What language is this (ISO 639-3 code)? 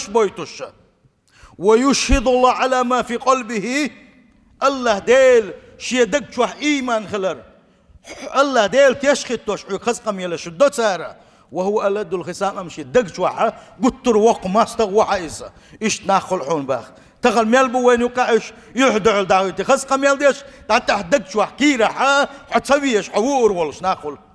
che